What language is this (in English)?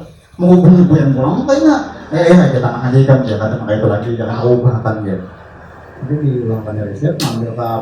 Banjar